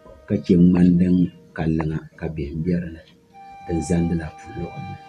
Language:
Dagbani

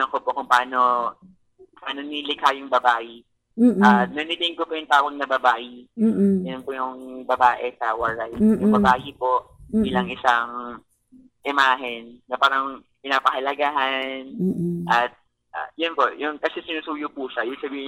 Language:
Filipino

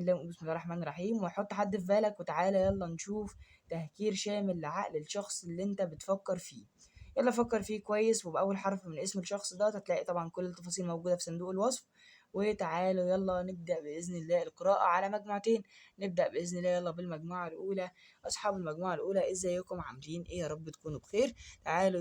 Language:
Egyptian Arabic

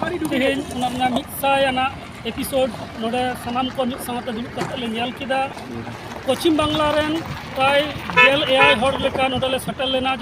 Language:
Santali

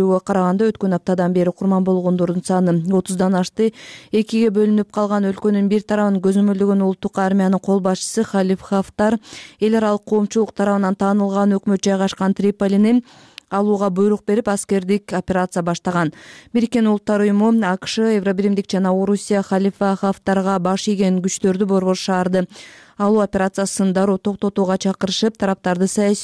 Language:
Kyrgyz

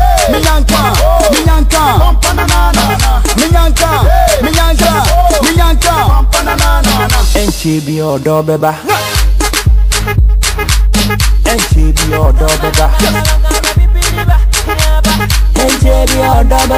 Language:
English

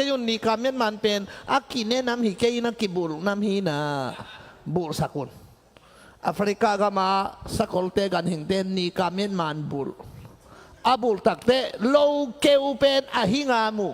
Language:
Tedim Chin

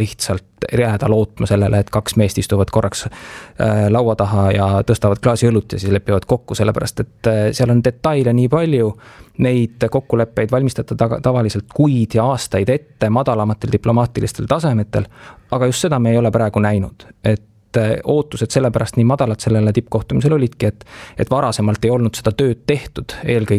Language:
Estonian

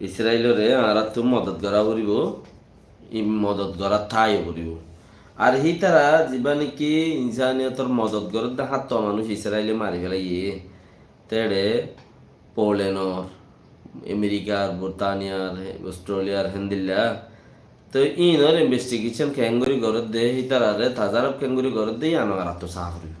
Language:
Rohingya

